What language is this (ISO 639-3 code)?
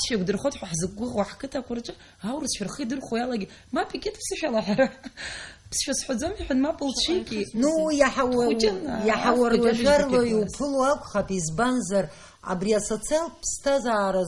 abk